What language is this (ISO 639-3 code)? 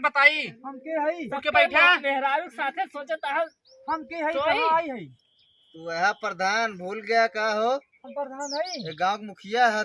awa